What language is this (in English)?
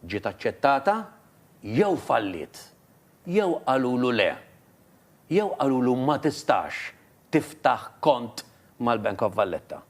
Maltese